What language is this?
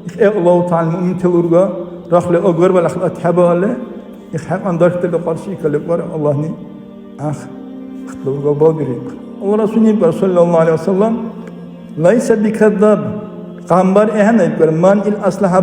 Dargwa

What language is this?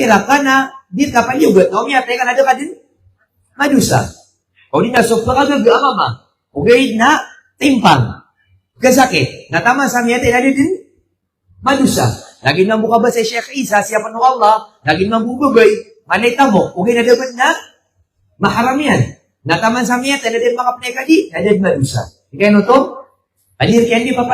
Maranao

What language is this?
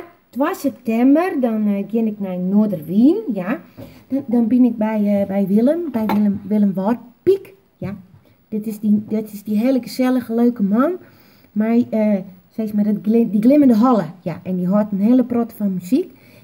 Western Frisian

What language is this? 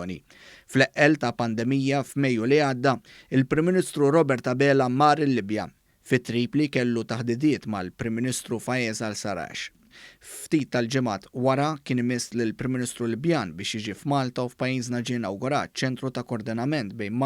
Maltese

